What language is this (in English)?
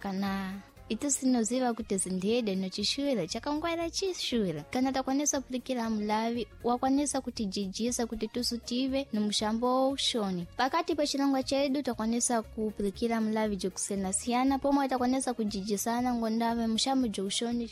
Sena